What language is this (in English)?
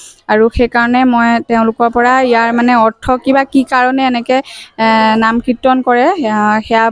Assamese